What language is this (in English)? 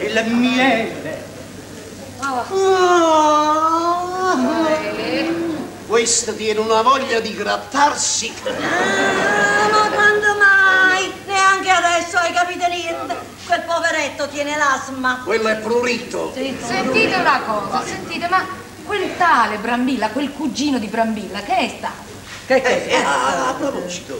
Italian